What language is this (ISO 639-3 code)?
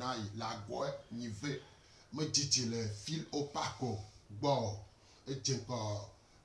gej